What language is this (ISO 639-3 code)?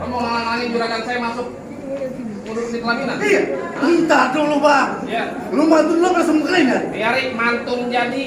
bew